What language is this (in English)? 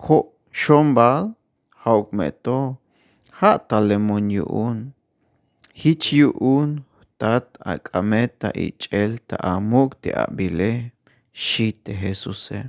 Tzeltal